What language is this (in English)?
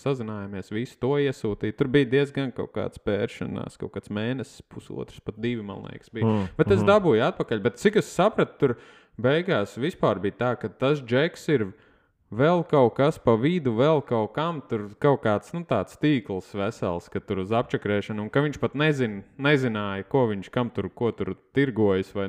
Latvian